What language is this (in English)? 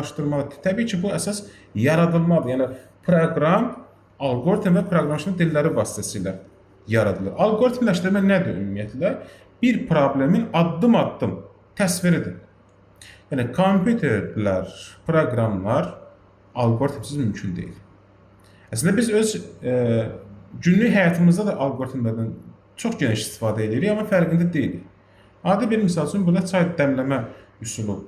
Azerbaijani